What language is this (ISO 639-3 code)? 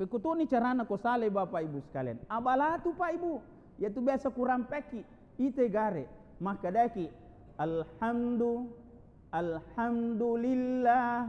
bug